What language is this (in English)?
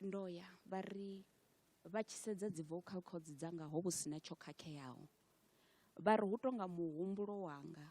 Venda